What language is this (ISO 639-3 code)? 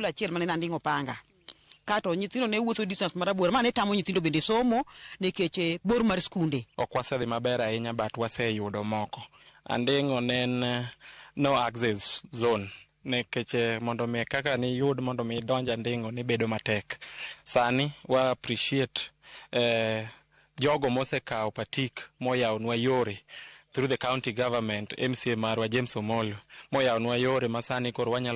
luo